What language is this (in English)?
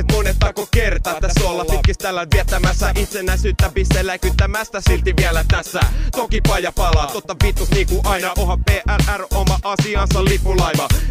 Finnish